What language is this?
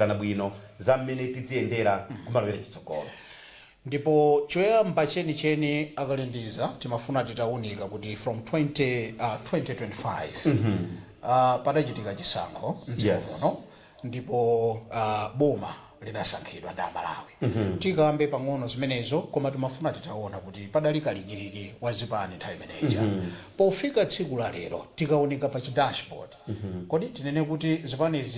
Nyanja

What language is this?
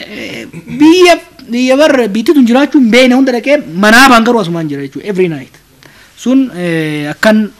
Oromo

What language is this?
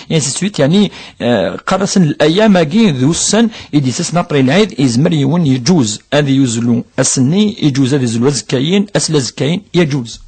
Kabyle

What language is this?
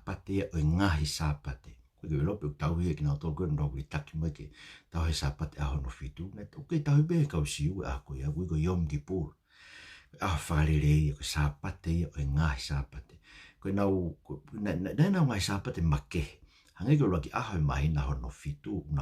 Tongan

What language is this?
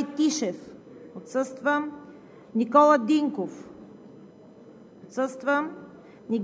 Bulgarian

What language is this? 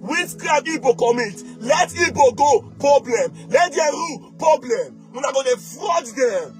Nigerian Pidgin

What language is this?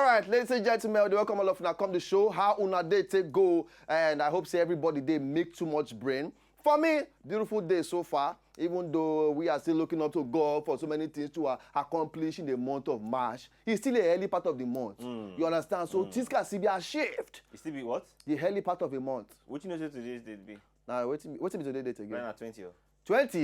Nigerian Pidgin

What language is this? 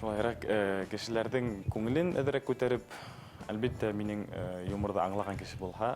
Bashkir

